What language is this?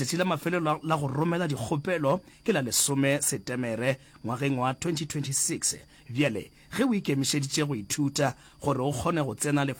Northern Sotho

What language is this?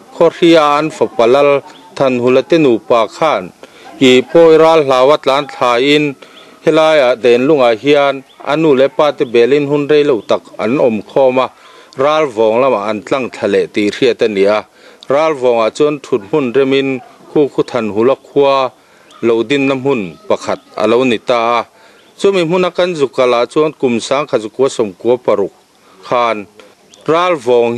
Mizo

